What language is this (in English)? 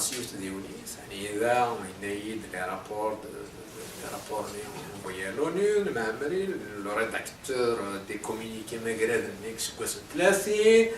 Kabyle